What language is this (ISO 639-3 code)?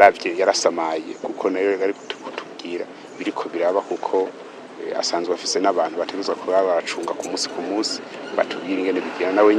run